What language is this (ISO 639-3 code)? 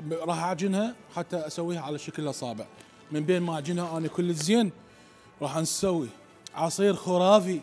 acm